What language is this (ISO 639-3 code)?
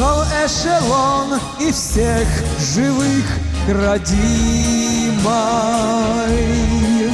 inh